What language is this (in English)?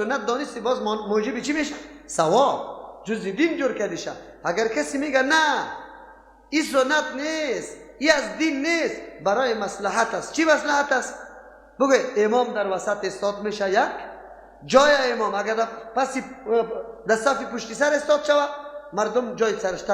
Persian